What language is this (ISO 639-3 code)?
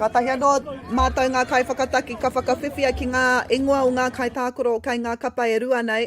mri